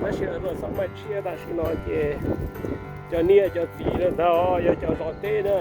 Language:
Hmong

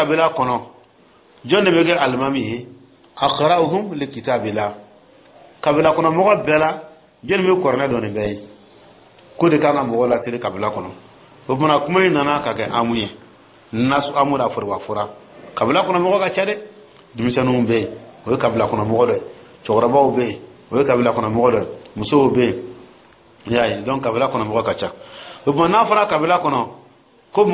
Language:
Dyula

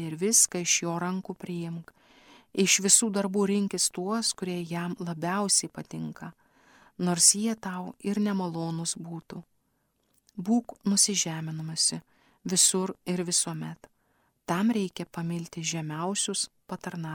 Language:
Lithuanian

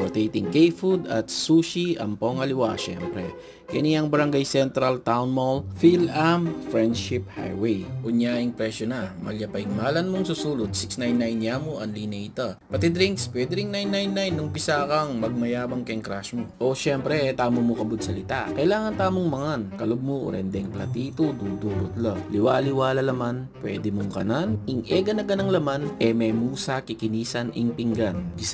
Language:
Pampanga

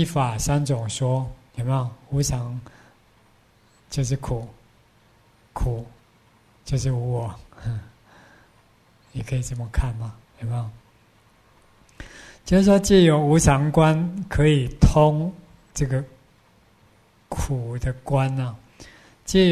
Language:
Chinese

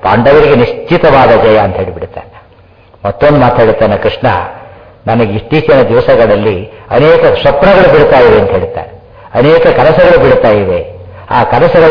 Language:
Kannada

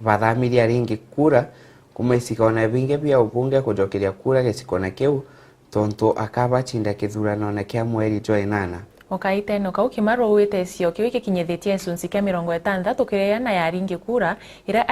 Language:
Meru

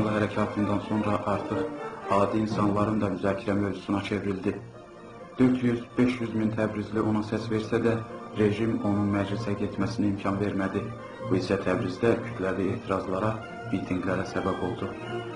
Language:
South Azerbaijani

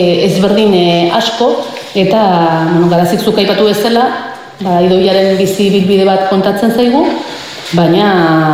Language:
Basque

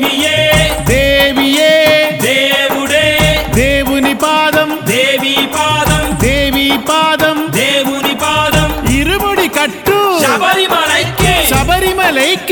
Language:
Telugu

